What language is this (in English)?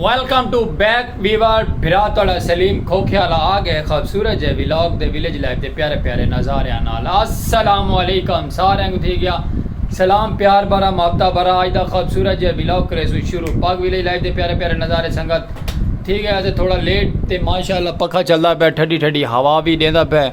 Saraiki